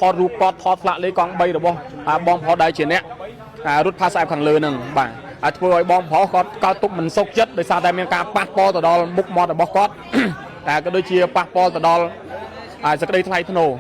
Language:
Khmer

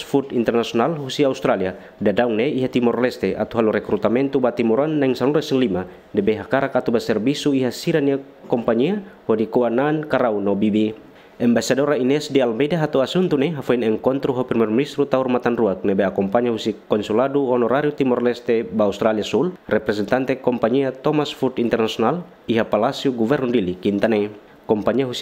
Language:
Tetum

